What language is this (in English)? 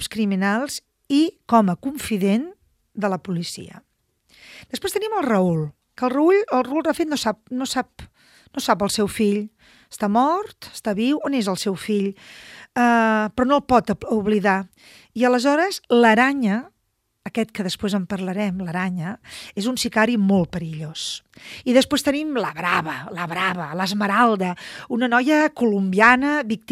Catalan